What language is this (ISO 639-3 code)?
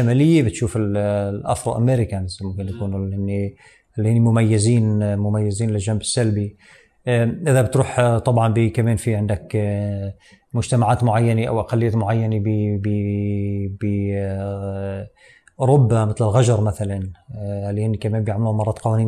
apc